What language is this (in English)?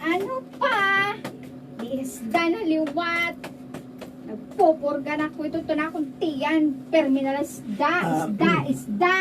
Waray